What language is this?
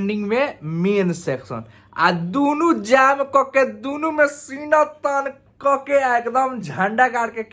Bhojpuri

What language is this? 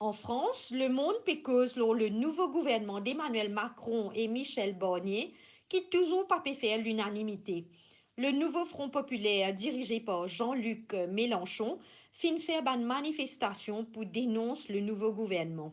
Morisyen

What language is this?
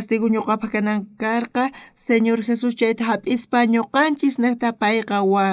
South Bolivian Quechua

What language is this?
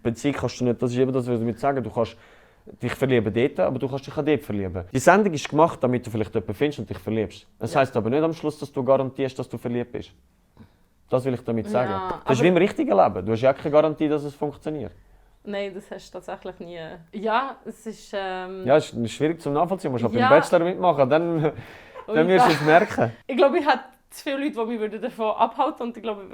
Swiss German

